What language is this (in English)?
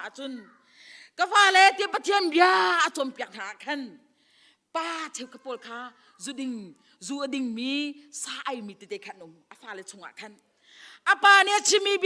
Hakha Chin